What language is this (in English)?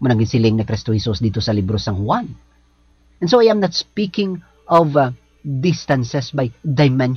Hiligaynon